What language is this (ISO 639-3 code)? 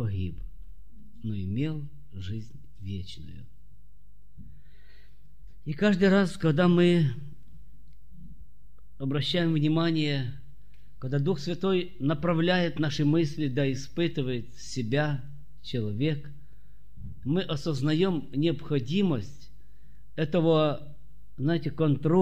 rus